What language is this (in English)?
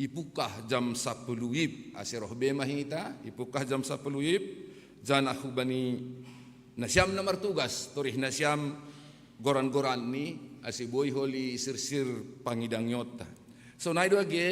Batak Simalungun